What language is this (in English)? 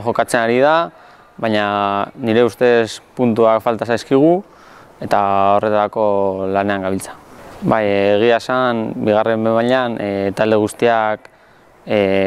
Basque